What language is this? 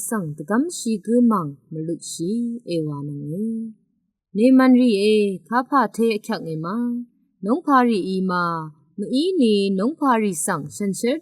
Rawang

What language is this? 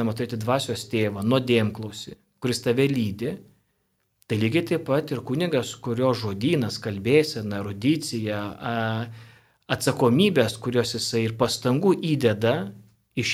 Lithuanian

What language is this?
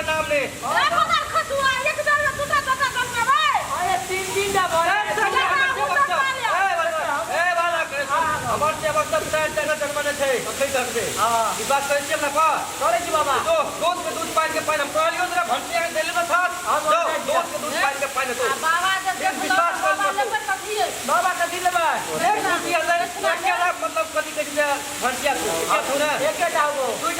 Maithili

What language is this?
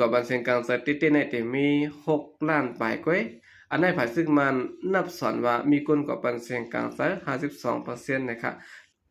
Shan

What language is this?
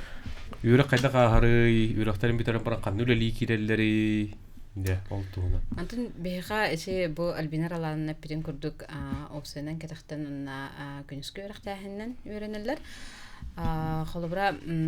Yakut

